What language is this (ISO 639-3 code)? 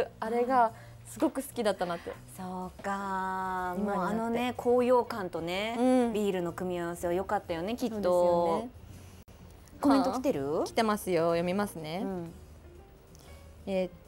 jpn